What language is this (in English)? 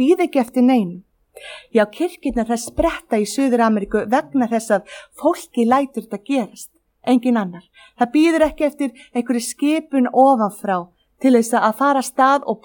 Icelandic